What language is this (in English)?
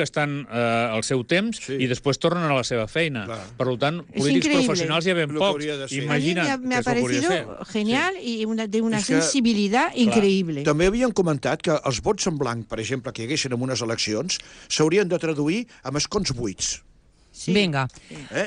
Catalan